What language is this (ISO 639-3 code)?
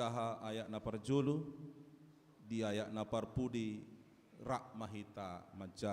bbc